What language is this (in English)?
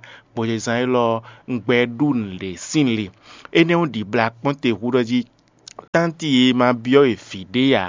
Fon